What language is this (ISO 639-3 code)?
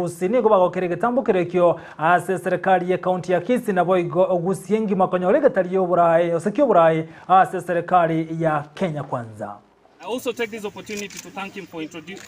guz